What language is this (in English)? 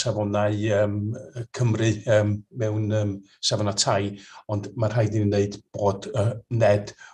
Welsh